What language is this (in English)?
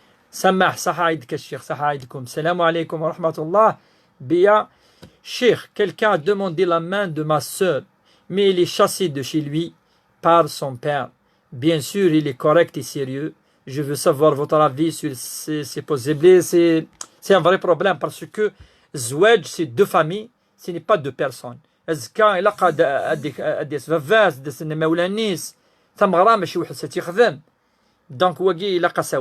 Kabyle